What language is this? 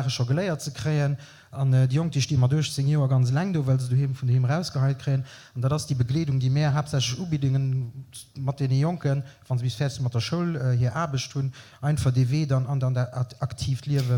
Luxembourgish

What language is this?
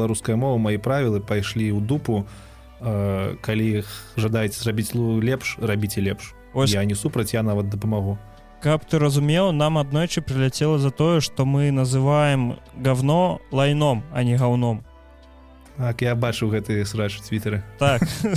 Belarusian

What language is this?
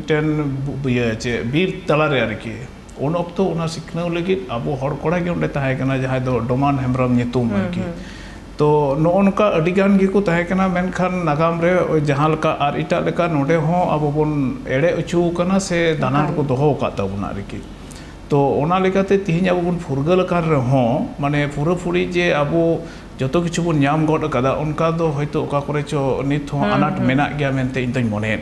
Santali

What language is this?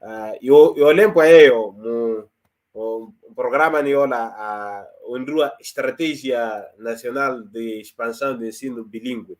Makhuwa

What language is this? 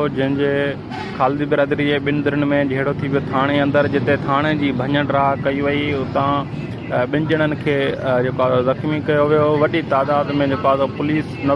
Sindhi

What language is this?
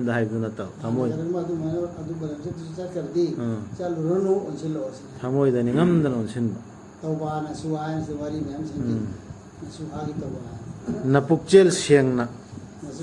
Manipuri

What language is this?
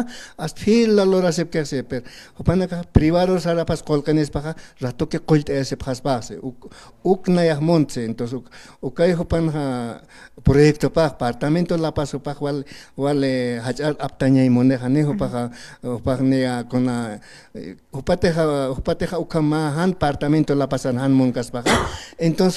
Aymara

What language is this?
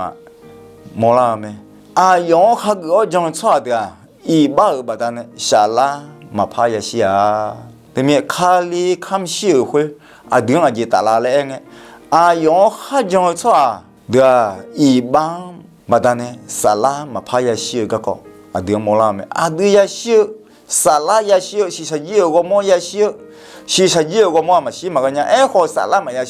Akha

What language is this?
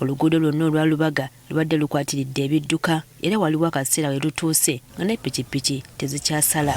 Ganda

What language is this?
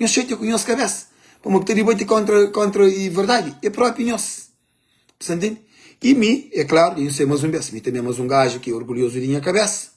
Kabuverdianu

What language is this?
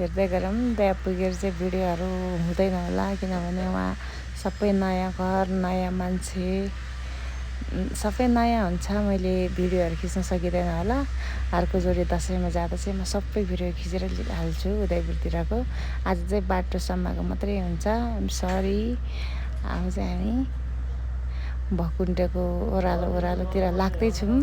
Nepali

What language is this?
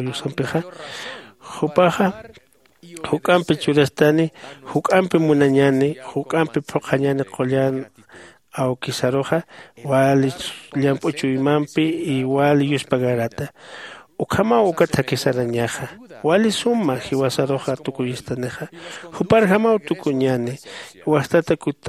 Aymara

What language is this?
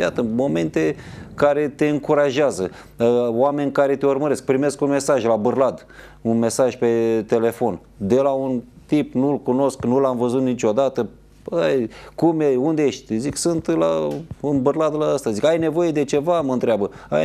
Romanian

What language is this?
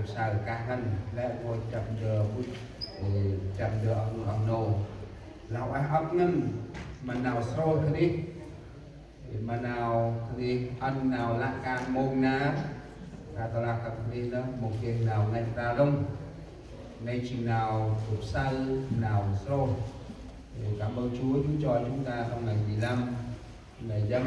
Central Mnong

